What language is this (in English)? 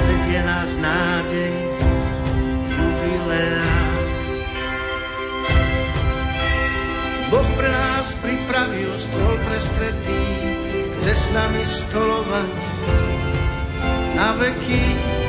Slovak